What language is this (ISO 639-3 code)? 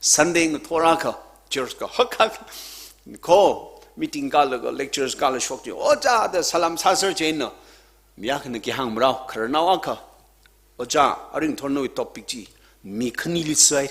nmf